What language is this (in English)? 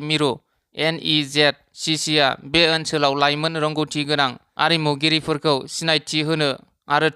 Bodo